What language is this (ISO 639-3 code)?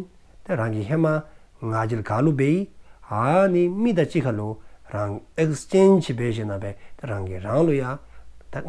dzo